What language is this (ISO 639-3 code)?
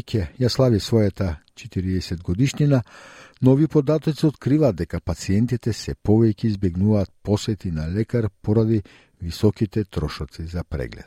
mkd